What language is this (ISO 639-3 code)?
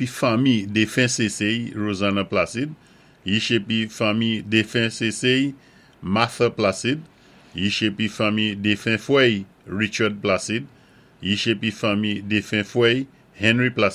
acf